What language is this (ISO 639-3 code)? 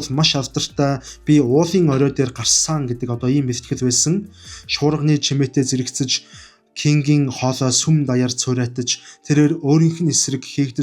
mon